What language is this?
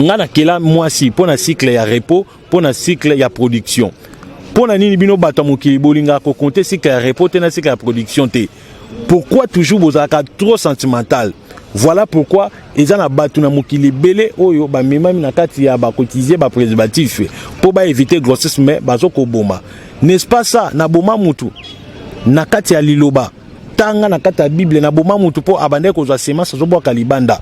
Lingala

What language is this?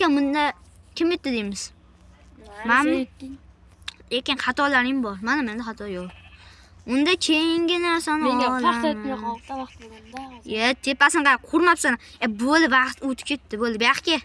Uzbek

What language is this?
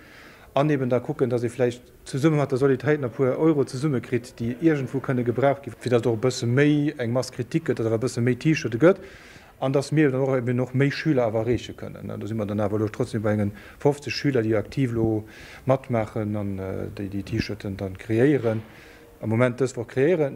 Luxembourgish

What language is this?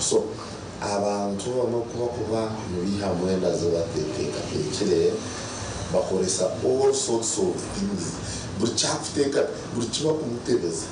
Nyankole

